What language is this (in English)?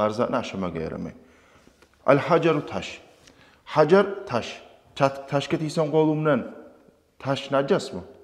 Kumyk